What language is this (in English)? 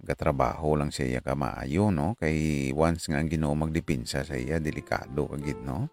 Hiligaynon